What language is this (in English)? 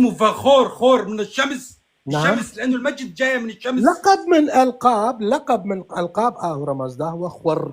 North Levantine Arabic